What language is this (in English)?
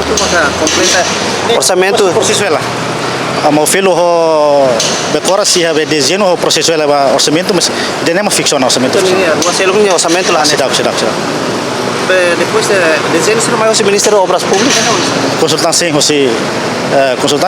Tetum